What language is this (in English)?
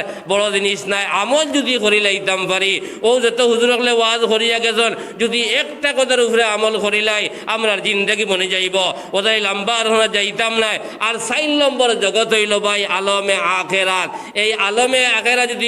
Sylheti